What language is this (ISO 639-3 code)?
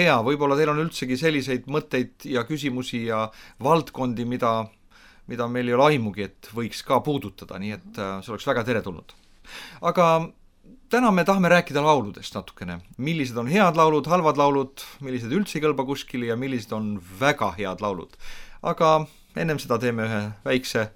est